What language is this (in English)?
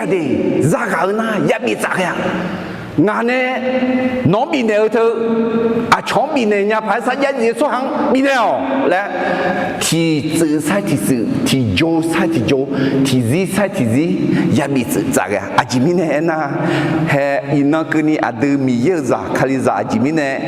Akha